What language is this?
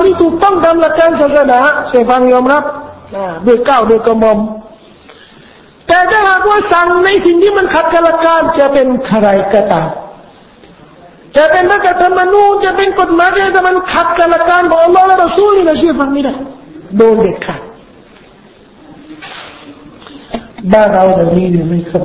Thai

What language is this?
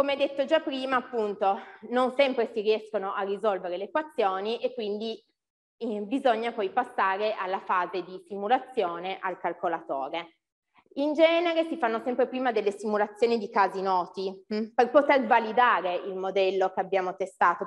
Italian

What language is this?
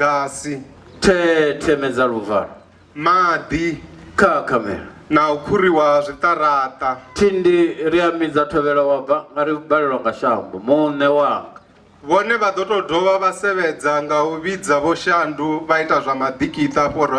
Venda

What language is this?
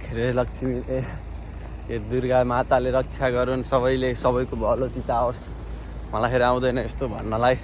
Nepali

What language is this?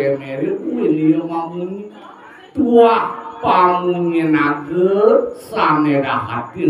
Balinese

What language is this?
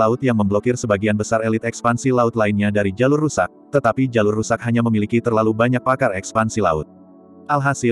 Indonesian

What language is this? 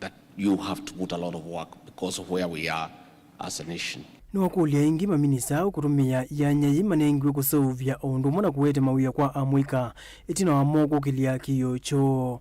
Kamba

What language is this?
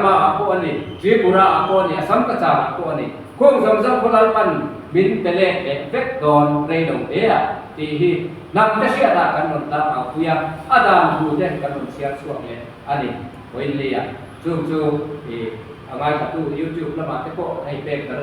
Mizo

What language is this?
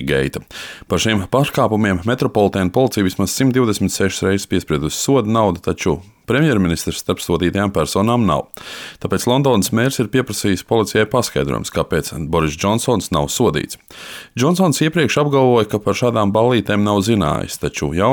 Latvian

